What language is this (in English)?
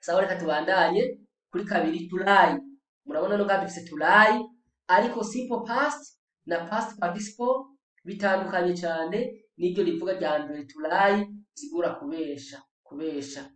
Rundi